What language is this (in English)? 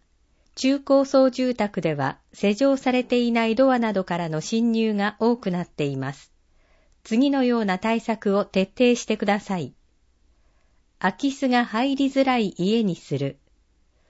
Japanese